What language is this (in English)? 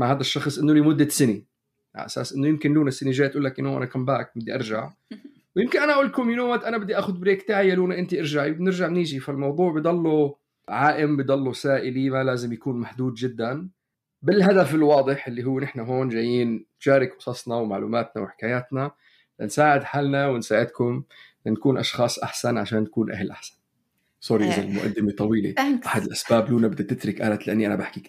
North Levantine Arabic